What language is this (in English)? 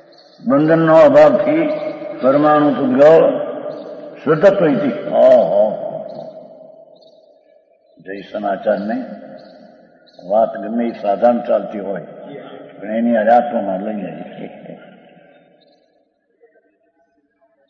Gujarati